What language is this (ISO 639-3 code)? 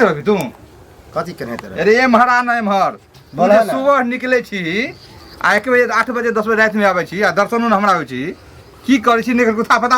mai